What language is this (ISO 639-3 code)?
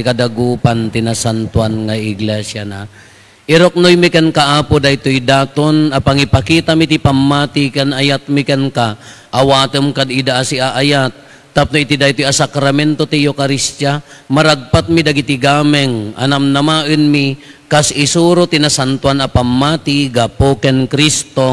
ilo